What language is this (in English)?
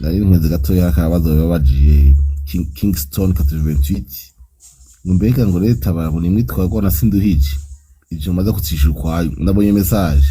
Rundi